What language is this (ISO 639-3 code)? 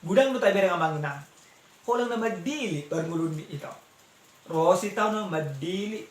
bbc